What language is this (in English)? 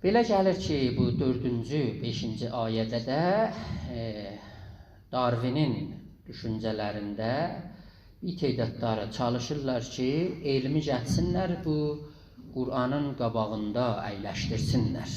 South Azerbaijani